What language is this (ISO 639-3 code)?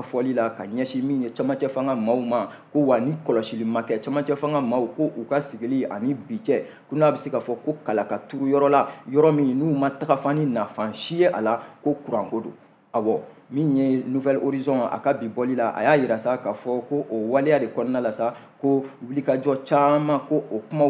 bam